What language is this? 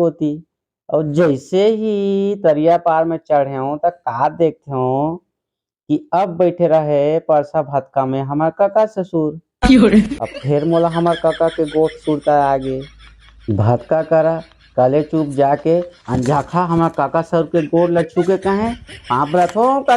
Chhattisgarhi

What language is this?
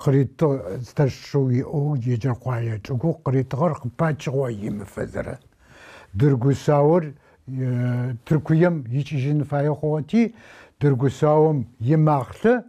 Adyghe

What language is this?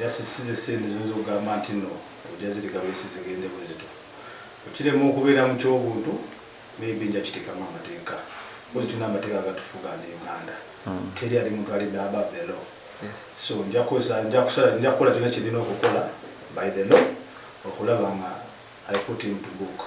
Ganda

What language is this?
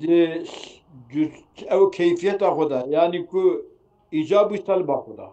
Kurdish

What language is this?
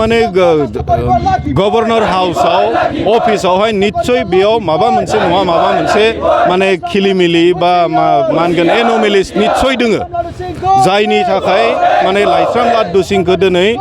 Bodo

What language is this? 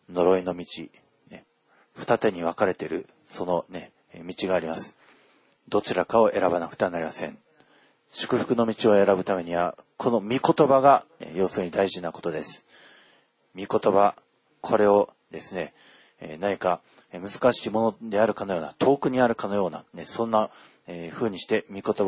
Japanese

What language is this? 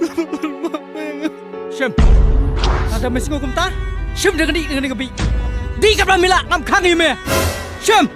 Khasi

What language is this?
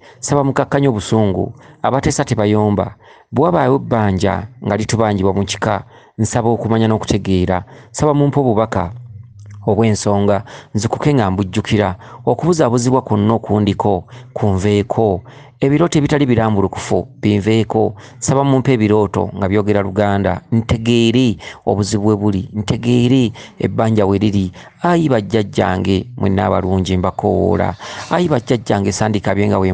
Ganda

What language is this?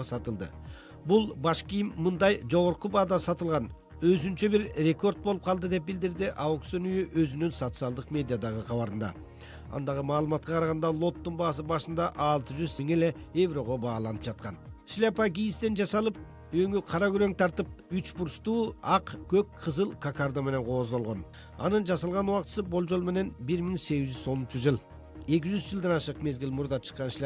Kyrgyz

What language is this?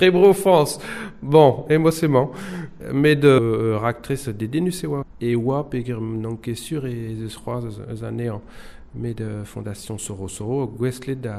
Breton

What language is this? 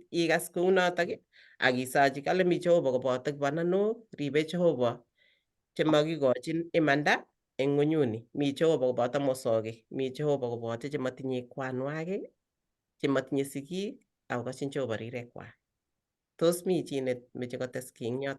Kalenjin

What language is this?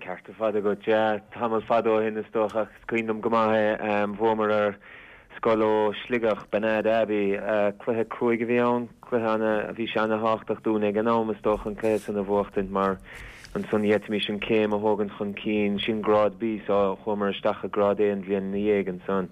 Irish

